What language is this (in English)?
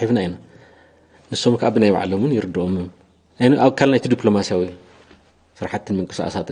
Tigrinya